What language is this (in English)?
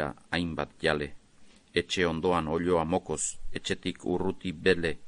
Basque